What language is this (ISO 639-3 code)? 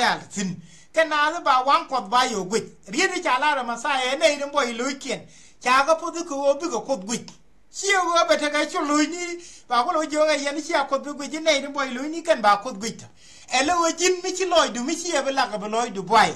nus